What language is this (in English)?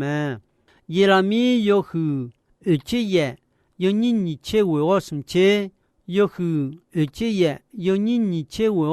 Akha